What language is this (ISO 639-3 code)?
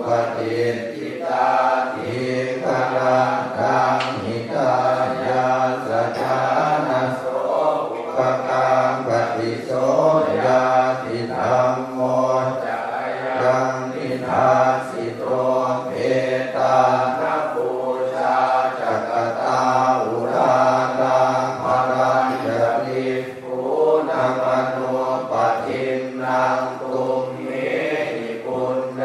pli